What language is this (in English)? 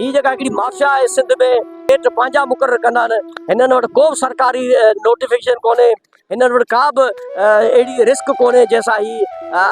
Sindhi